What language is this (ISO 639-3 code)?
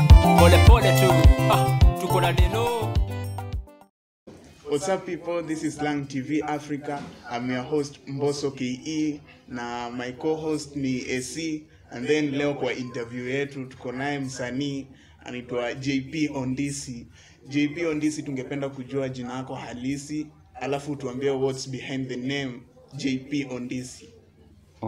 swa